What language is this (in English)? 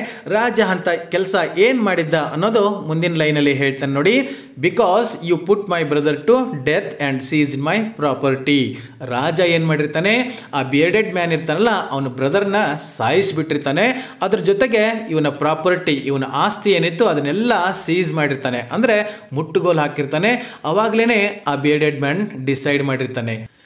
Kannada